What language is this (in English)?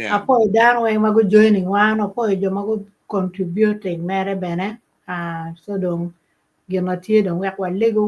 Acoli